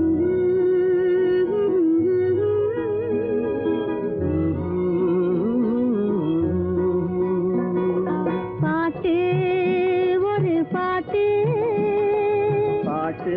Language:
Tamil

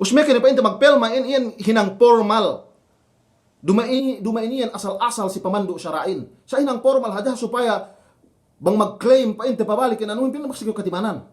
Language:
Yakan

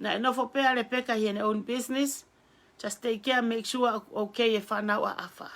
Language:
Tongan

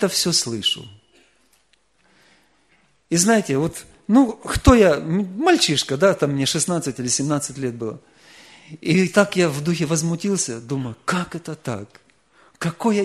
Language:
Russian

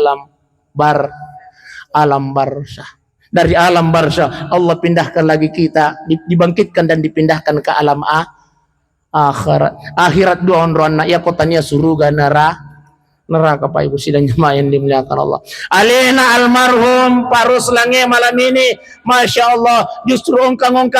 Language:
Buginese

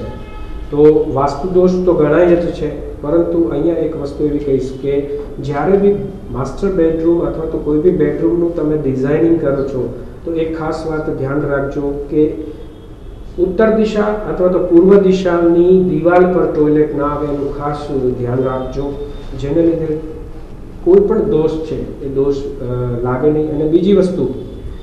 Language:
Gujarati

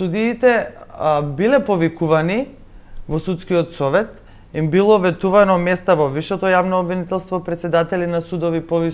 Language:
Macedonian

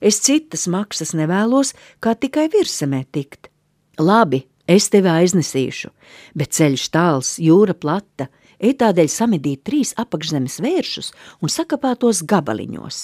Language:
Latvian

